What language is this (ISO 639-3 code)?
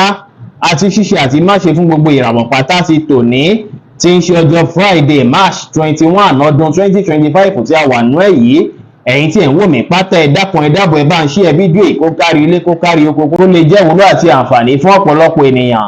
yor